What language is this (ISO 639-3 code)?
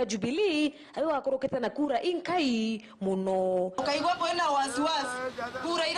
mer